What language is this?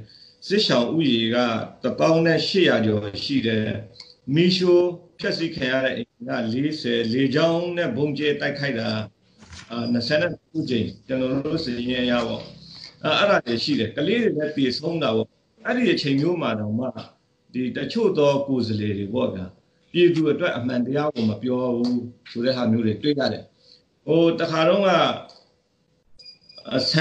Burmese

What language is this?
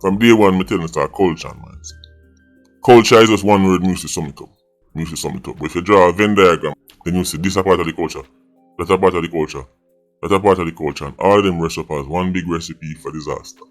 Jamaican Creole English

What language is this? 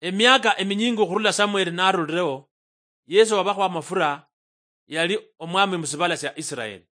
Luyia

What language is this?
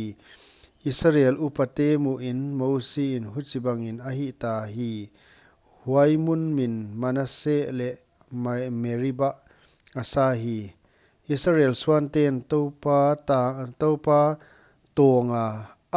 Paite Chin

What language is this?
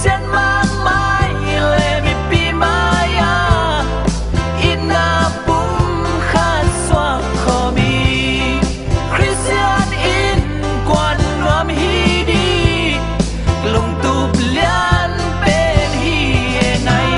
Tedim Chin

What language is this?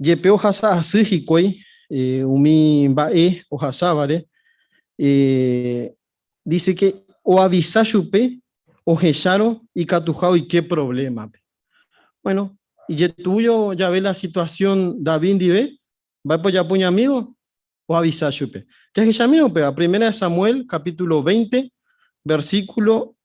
Guarani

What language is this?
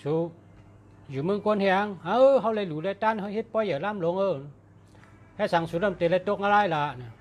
Shan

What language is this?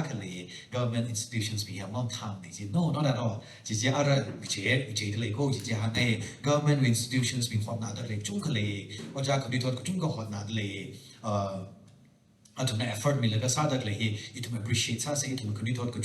Tangkhul Naga (India)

